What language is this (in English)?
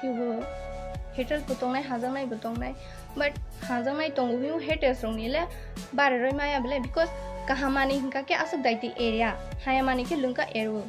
Kok Borok